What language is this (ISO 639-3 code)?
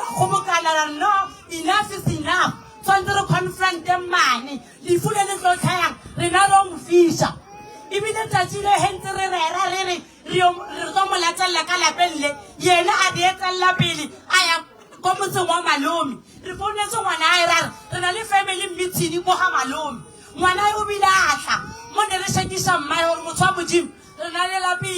nso